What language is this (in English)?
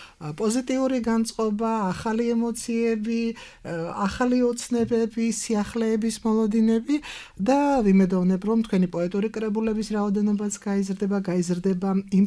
Georgian